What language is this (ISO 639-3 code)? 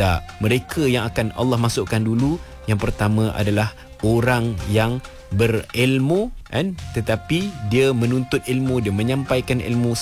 msa